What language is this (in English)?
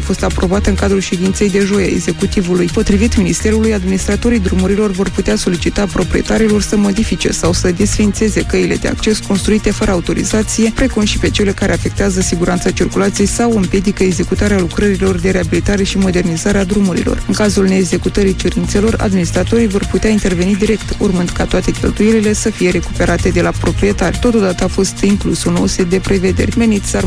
Romanian